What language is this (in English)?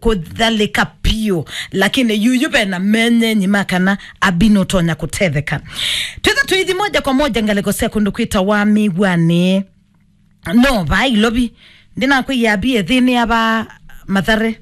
Kamba